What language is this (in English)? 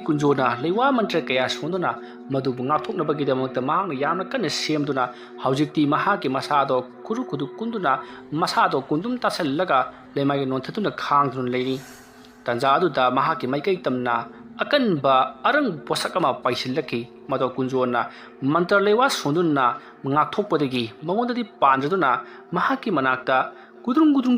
Manipuri